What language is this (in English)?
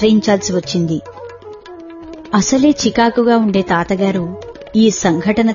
Telugu